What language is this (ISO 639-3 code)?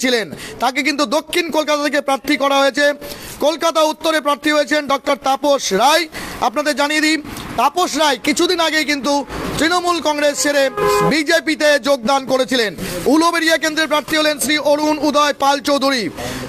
ben